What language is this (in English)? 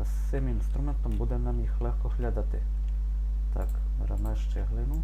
Rusyn